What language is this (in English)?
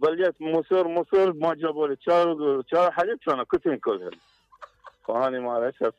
Mesopotamian Arabic